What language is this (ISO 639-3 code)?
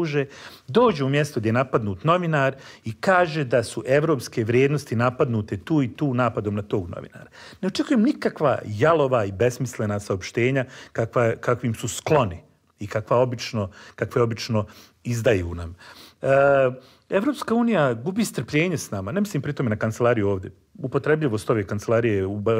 bos